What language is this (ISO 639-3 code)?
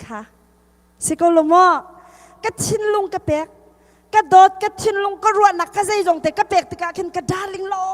cnh